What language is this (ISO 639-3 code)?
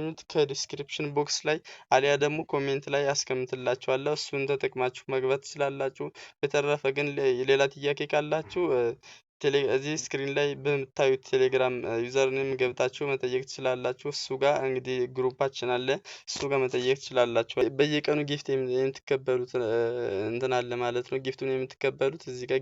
amh